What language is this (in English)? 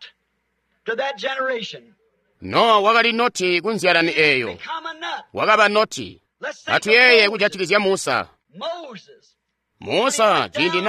Tonga (Zambia)